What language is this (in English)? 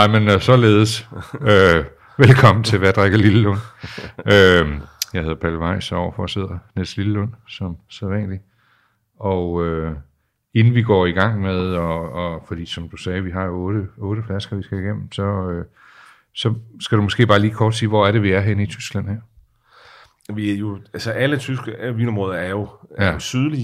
Danish